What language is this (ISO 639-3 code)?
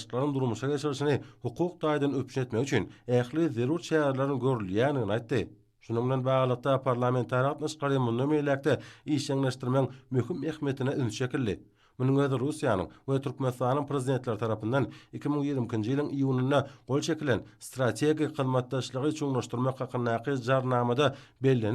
tuk